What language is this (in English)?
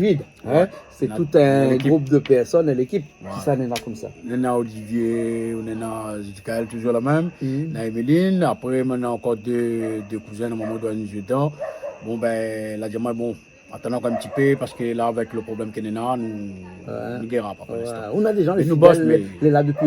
Réunion Creole French